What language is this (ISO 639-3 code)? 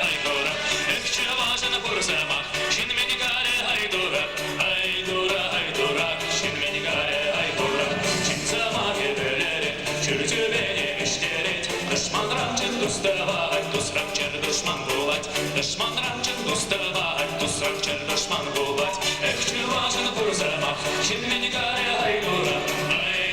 chv